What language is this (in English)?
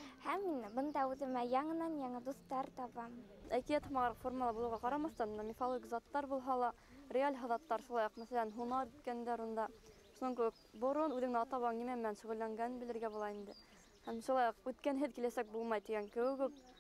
Bashkir